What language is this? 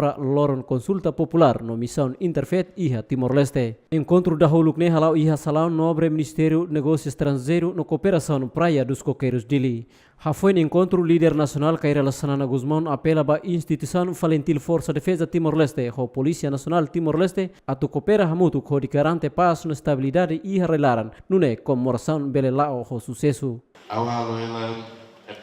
Tetum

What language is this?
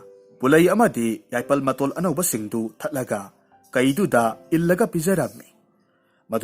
Manipuri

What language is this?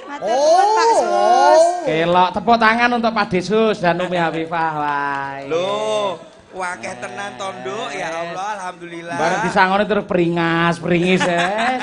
Javanese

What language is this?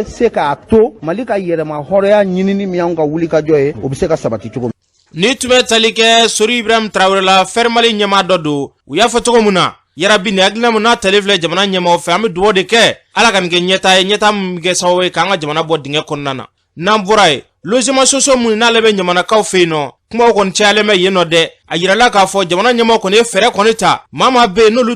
Bambara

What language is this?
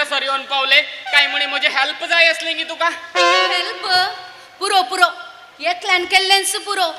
Konkani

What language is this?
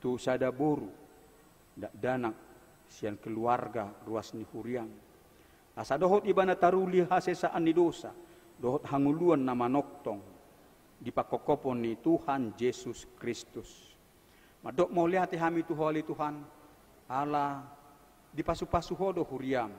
Batak Toba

